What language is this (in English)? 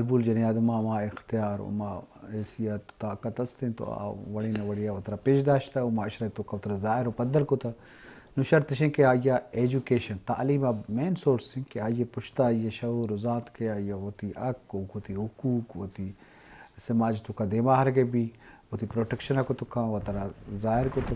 Eastern Balochi